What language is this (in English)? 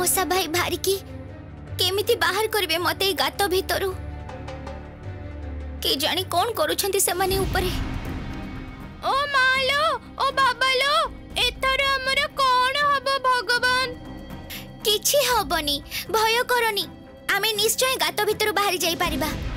Odia